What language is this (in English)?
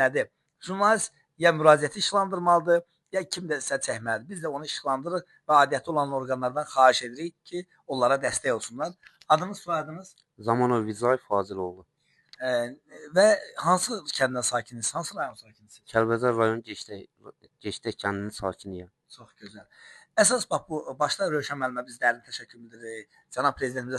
Azerbaijani